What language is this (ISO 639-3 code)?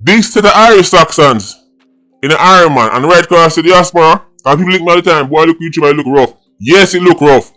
jam